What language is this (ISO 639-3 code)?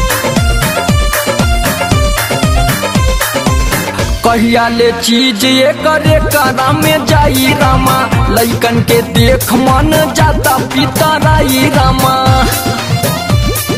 bho